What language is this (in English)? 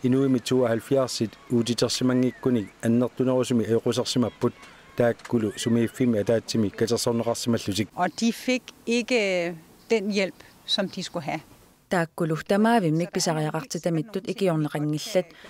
Kalaallisut